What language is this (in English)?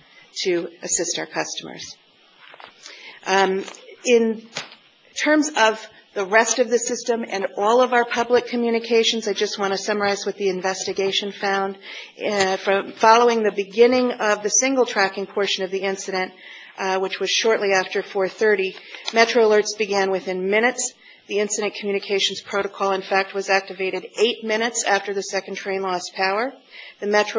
English